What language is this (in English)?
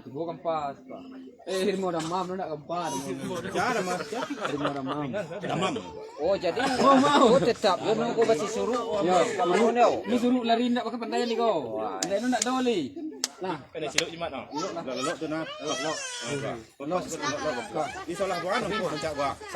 Minangkabau